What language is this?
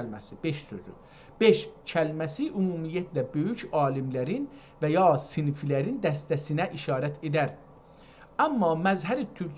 South Azerbaijani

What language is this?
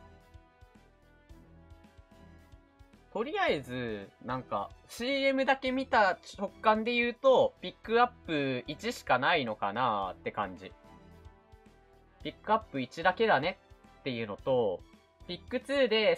Japanese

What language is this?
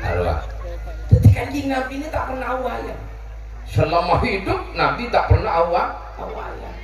Madurese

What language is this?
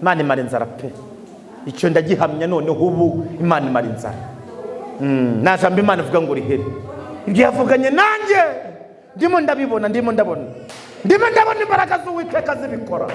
Kinyarwanda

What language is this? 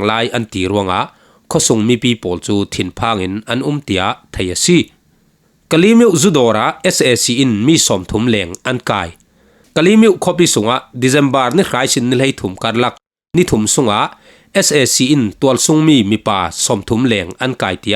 Falam Chin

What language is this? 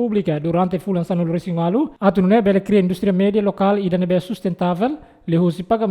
Tetum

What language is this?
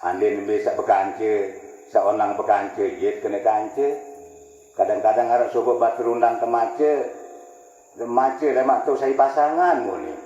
Sasak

